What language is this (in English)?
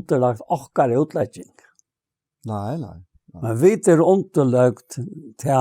Faroese